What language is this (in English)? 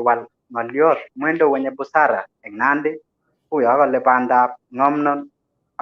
Kalenjin